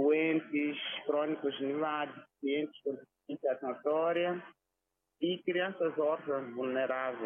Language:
Tsonga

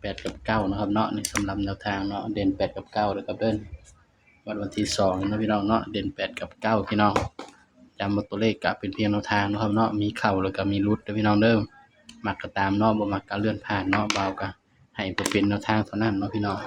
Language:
Northeastern Thai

